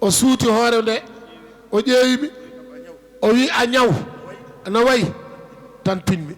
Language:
Fula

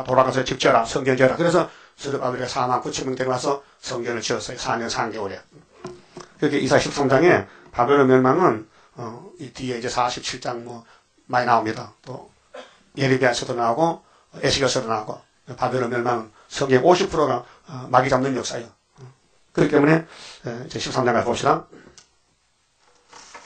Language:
Korean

